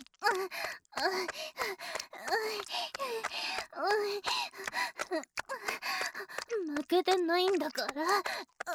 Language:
Japanese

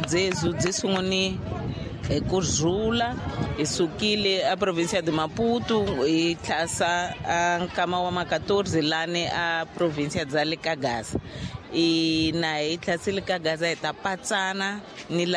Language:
Tsonga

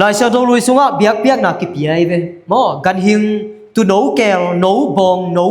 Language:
Tedim Chin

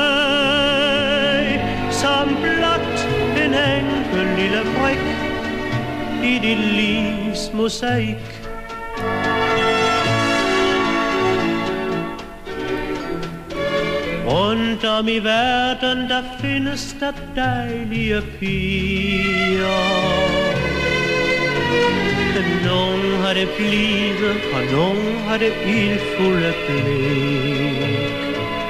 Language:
Danish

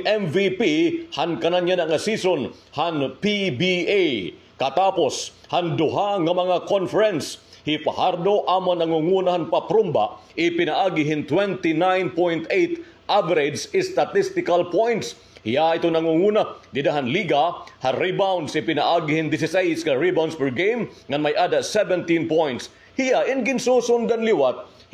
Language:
Waray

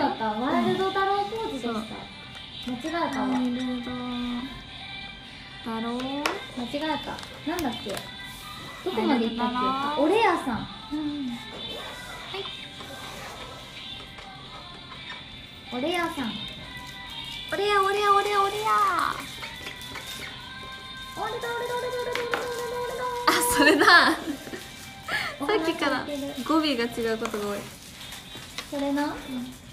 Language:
Japanese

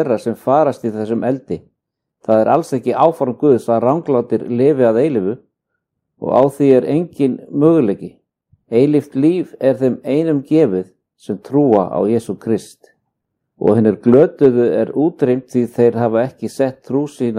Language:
Icelandic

